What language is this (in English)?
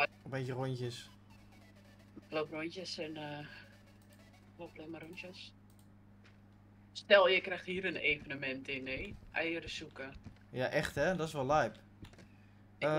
Dutch